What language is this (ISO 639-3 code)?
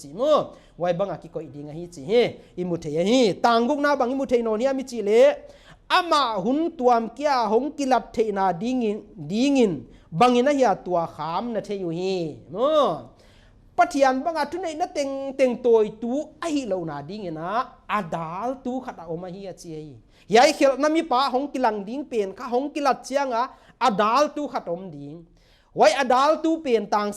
pck